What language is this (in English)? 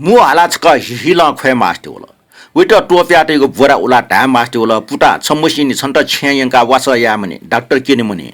Newari